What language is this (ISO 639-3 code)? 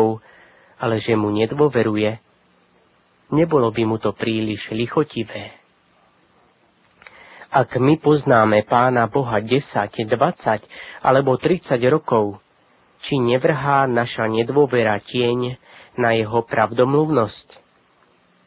slk